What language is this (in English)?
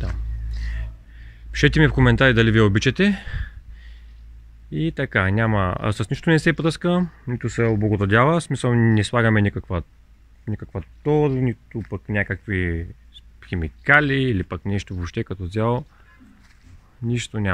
Bulgarian